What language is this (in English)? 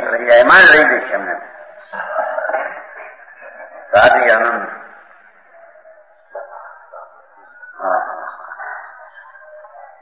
Gujarati